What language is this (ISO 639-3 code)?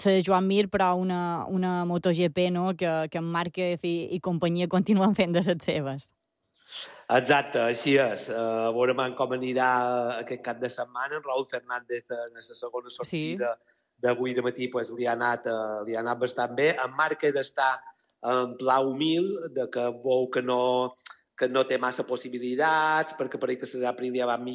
cat